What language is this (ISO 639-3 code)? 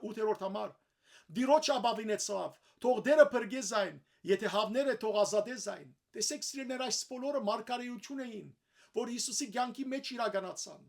hyw